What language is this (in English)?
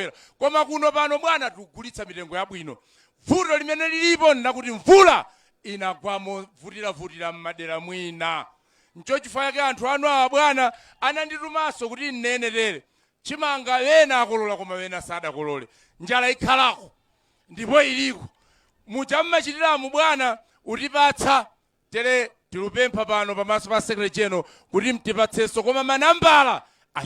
Nyanja